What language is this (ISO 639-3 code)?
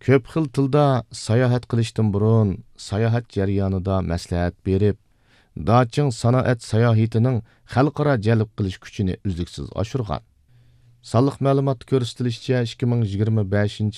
uig